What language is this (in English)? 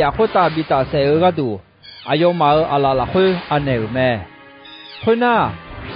Akha